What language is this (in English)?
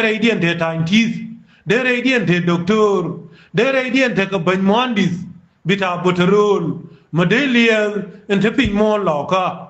Nuer